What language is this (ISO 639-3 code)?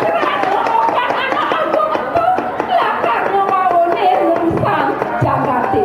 ban